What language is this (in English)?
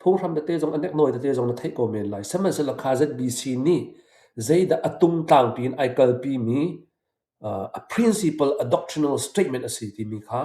Hakha Chin